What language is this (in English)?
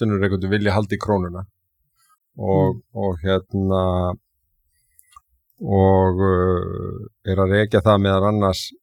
Icelandic